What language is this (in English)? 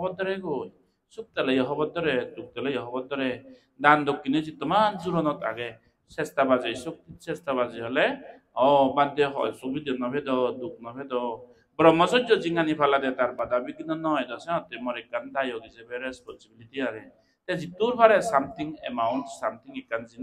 Chakma